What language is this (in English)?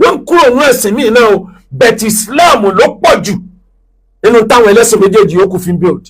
Yoruba